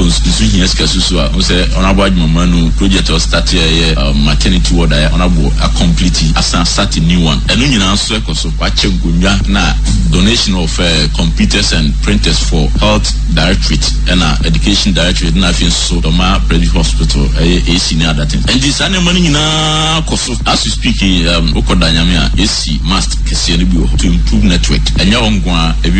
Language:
Akan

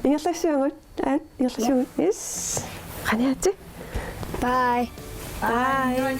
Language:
Kalaallisut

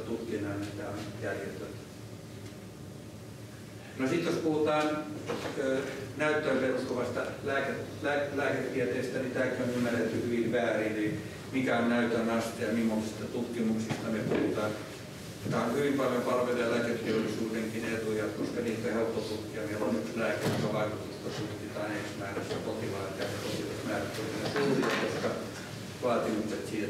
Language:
Finnish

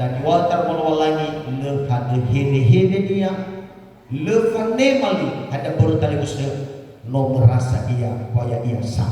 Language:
Nias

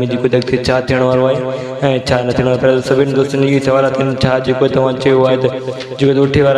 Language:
Sindhi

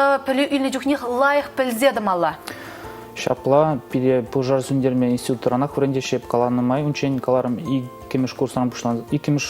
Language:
Chuvash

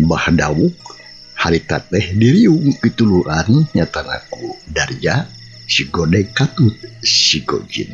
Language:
Sundanese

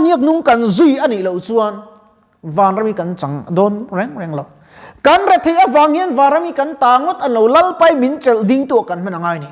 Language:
Mizo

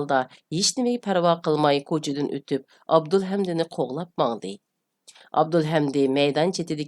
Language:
Uyghur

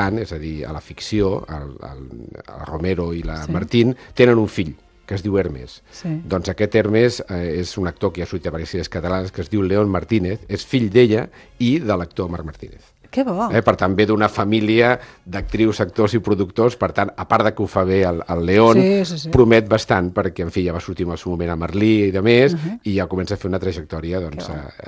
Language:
Catalan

